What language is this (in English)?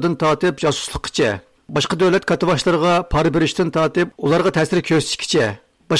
Uyghur